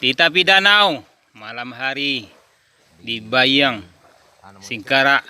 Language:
Minangkabau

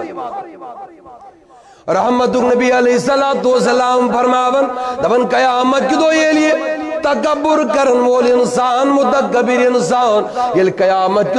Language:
Kashmiri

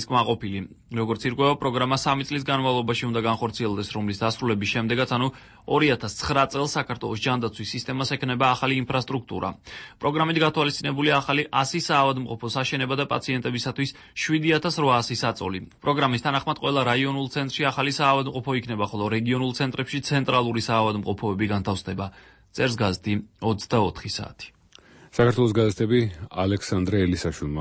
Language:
Georgian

